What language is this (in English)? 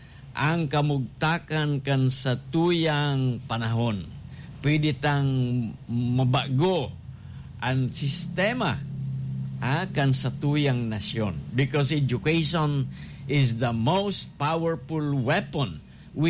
Bikol